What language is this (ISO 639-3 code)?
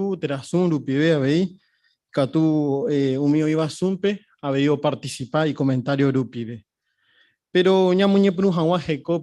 grn